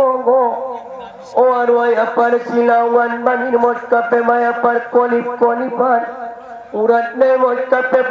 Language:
Batak Angkola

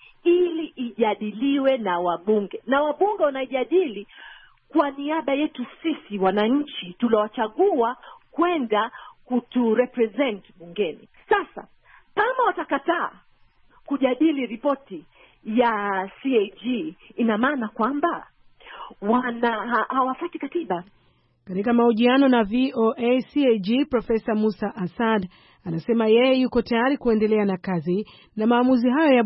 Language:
Swahili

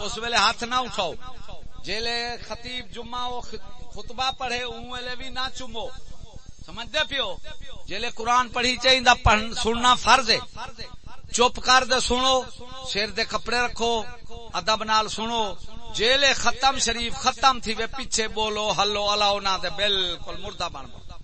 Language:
Saraiki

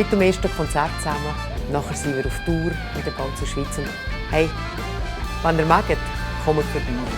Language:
Swiss German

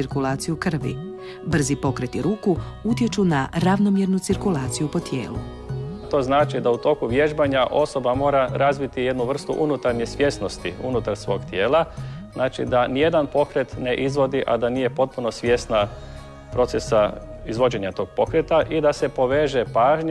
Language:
Croatian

